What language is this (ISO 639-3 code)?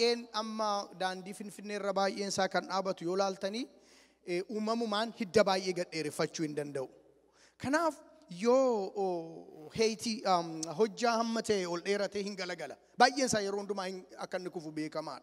orm